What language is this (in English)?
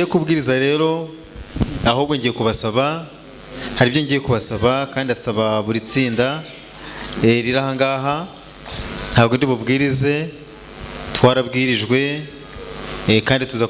Kinyarwanda